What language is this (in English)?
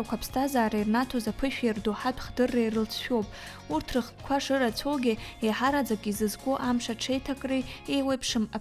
Abkhazian